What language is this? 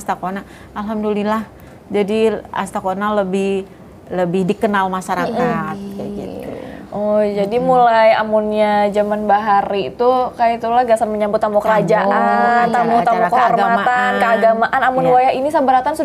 Banjar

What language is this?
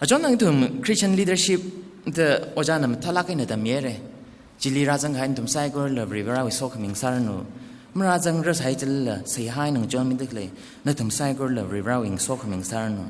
Tangkhul Naga (India)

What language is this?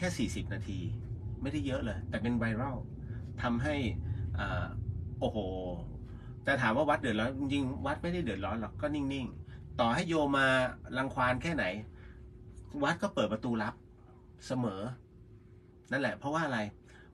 Thai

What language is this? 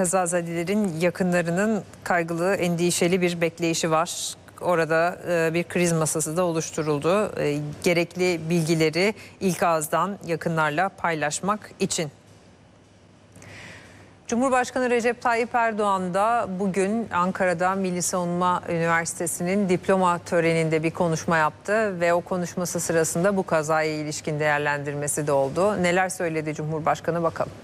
Turkish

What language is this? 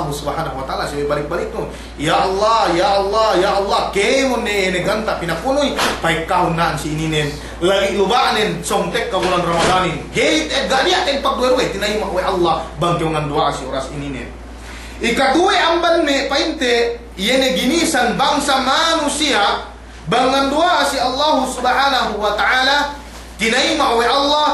Yakan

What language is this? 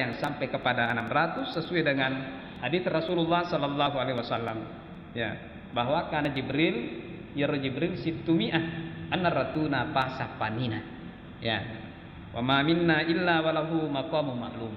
Buginese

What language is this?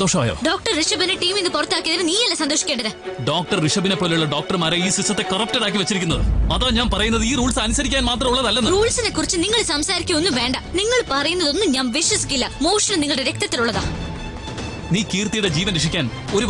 Malayalam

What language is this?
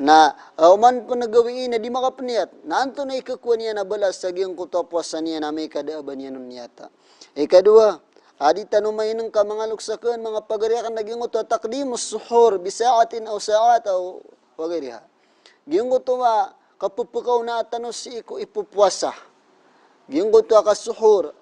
Maranao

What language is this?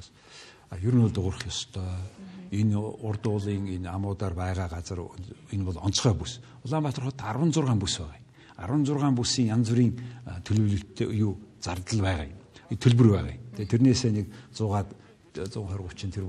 Mongolian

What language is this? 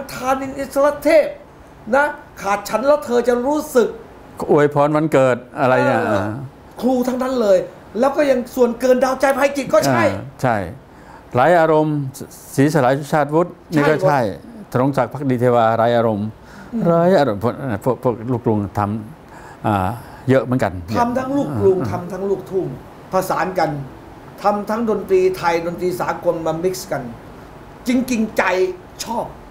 Thai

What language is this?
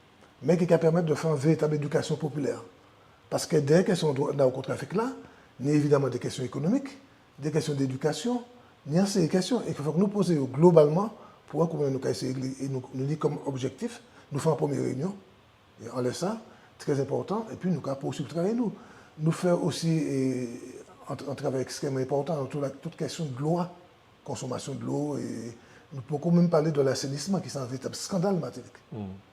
Guadeloupean Creole French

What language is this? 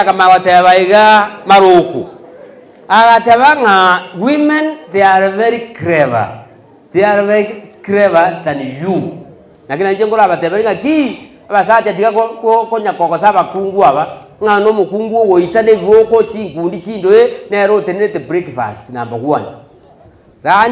Gusii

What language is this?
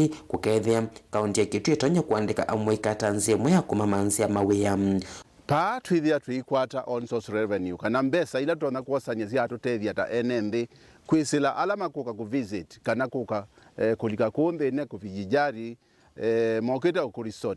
Kamba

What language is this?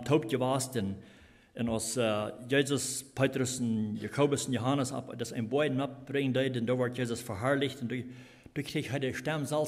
Plautdietsch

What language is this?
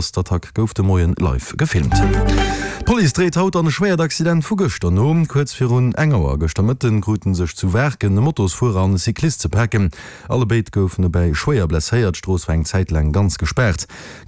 Luxembourgish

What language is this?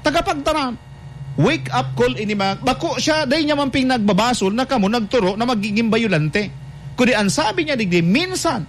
Bikol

